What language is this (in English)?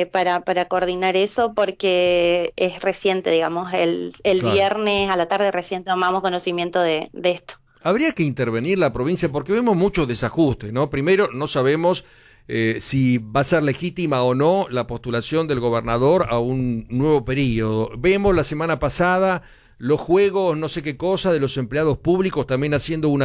Spanish